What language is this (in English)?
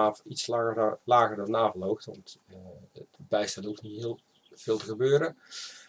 Dutch